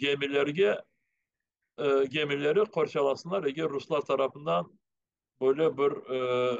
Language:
Crimean Tatar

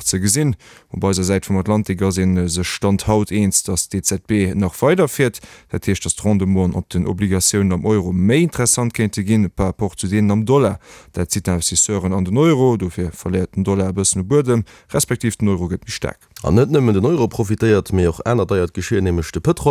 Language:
Luxembourgish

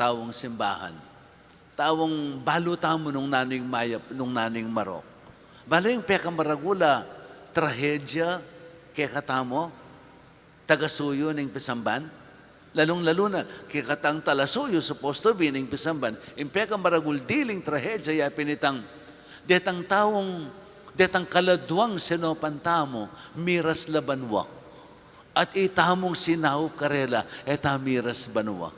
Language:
Pampanga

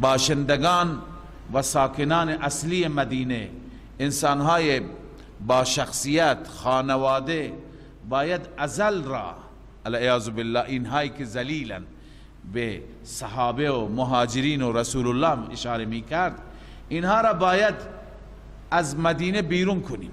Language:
Persian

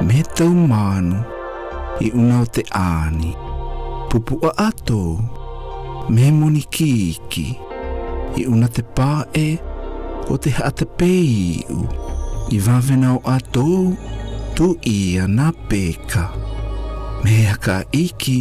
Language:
South Marquesan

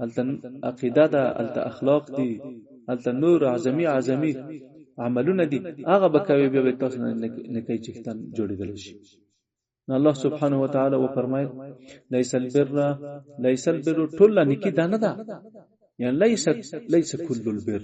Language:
Pashto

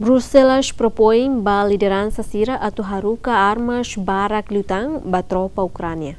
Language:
Tetum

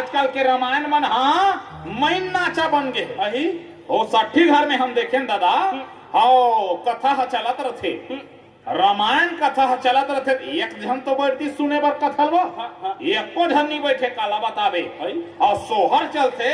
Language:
Chhattisgarhi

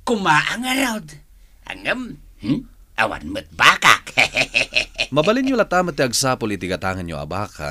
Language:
Iloko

